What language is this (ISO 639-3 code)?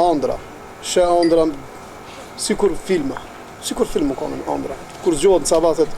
sqi